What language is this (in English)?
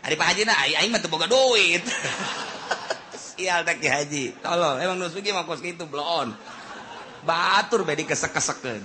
Sundanese